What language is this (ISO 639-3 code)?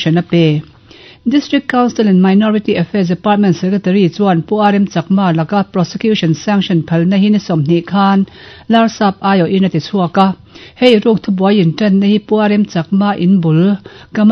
lus